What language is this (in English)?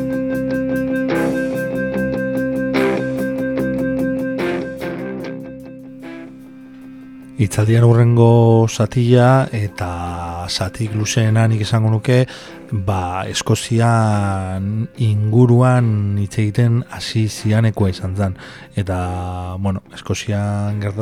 Basque